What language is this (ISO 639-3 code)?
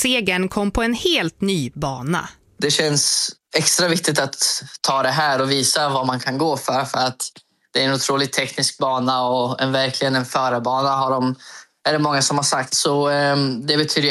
swe